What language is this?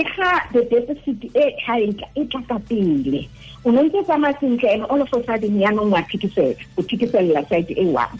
Tswana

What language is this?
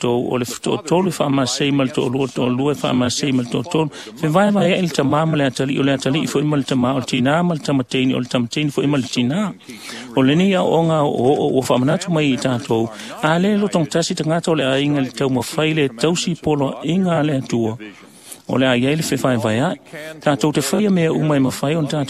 Samoan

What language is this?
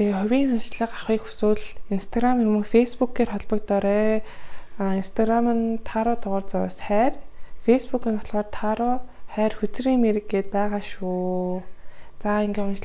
Mongolian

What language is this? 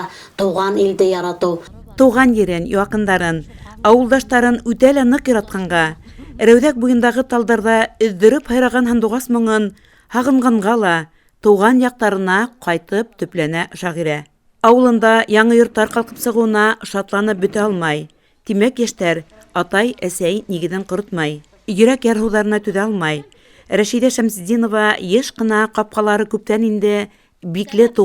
Bashkir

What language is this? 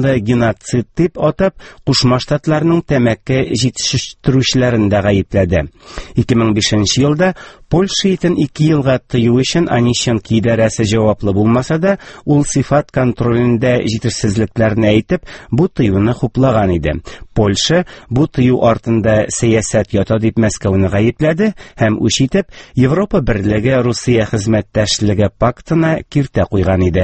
Tatar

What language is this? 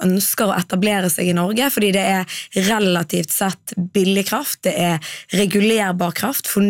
Norwegian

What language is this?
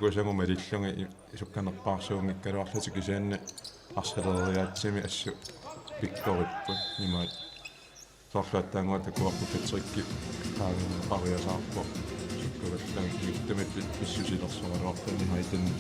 Kalaallisut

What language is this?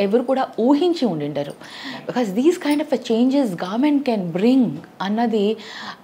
Telugu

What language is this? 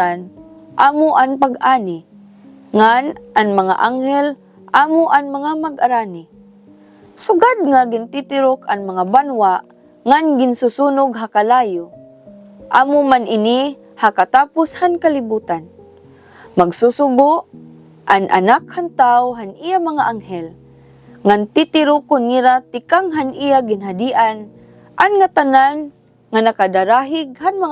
Waray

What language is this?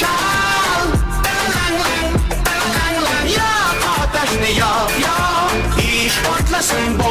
Kara-Kalpak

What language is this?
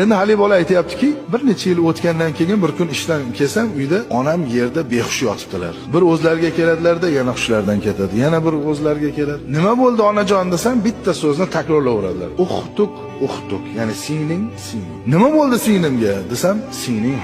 Uzbek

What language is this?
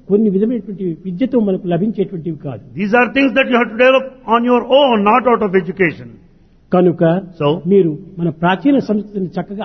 Telugu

